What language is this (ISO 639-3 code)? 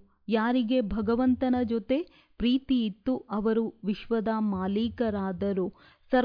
kan